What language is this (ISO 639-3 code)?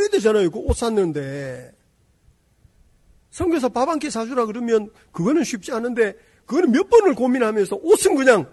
kor